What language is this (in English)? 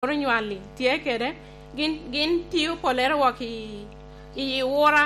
Lango (Uganda)